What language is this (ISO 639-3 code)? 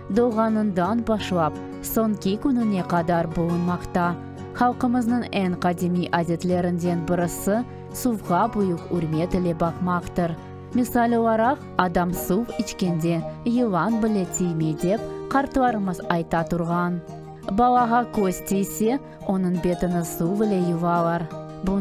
crh